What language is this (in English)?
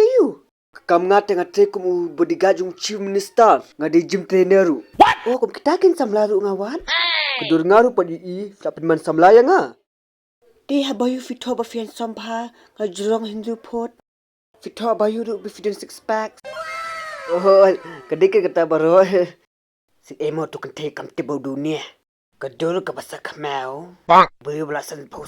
Khasi